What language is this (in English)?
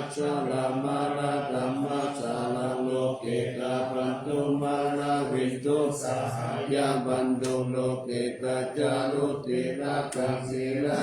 Pali